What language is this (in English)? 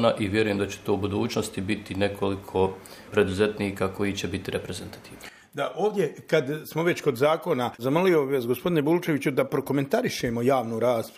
Bosnian